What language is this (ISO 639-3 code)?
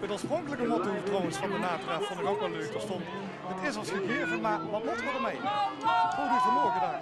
lim